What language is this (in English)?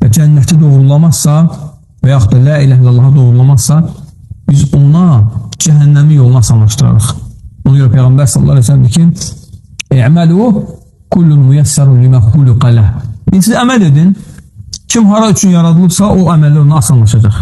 Azerbaijani